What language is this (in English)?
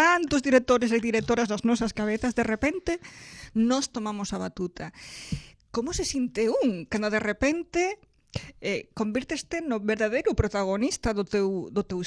Galician